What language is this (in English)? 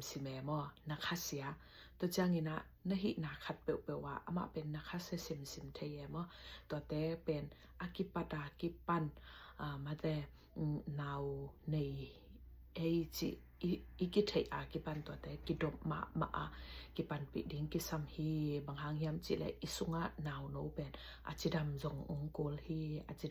Tedim Chin